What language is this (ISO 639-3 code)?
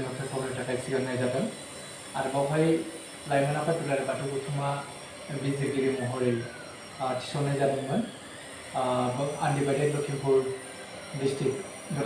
brx